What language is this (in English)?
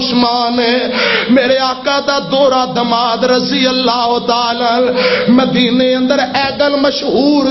Western Panjabi